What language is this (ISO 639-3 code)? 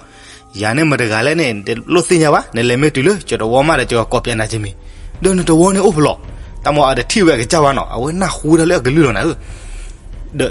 ksw